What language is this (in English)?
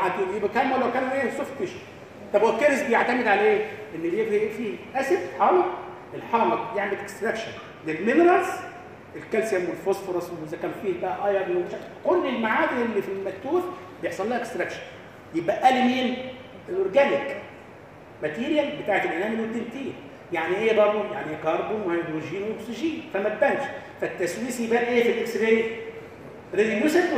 Egyptian Arabic